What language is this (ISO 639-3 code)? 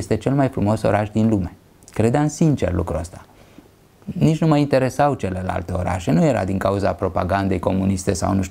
ron